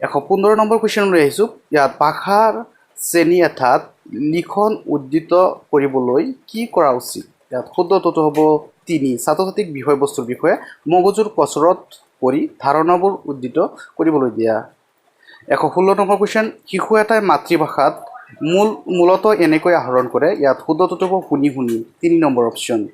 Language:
Assamese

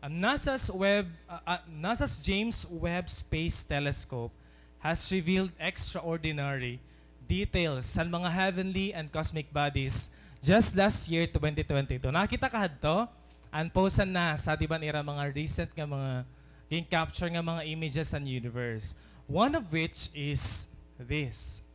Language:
Waray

